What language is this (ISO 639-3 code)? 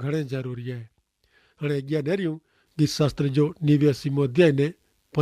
kfr